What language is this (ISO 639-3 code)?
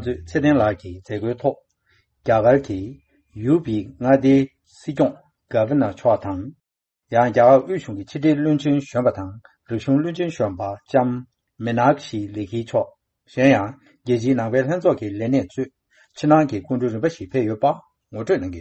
bod